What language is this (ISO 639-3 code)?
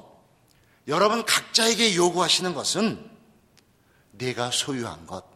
kor